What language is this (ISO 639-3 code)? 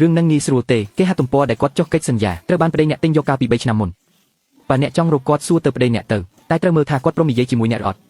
khm